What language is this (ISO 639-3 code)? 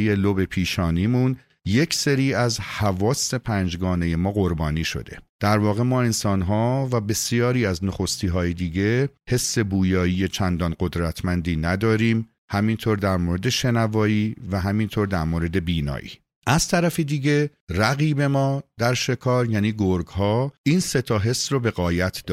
fas